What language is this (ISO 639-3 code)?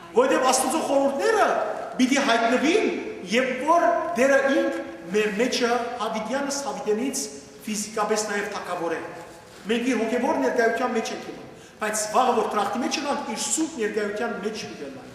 hyw